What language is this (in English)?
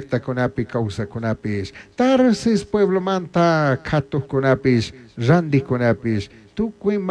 Chimborazo Highland Quichua